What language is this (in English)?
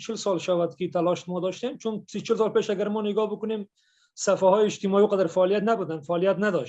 Persian